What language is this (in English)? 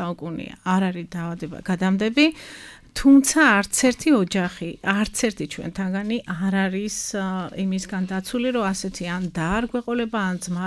Georgian